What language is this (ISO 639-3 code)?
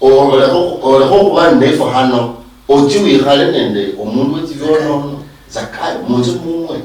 luy